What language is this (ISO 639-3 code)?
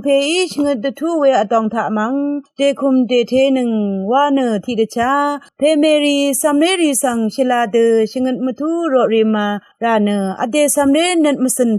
raw